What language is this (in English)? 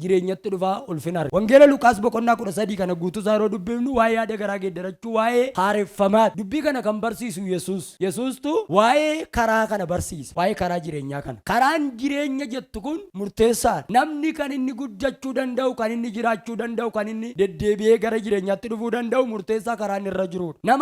Oromo